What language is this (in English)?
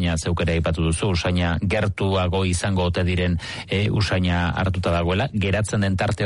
Basque